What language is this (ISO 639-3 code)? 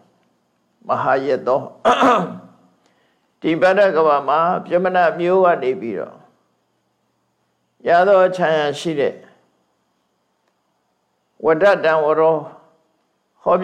mya